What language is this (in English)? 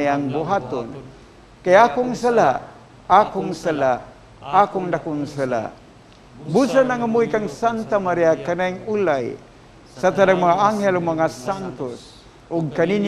Cebuano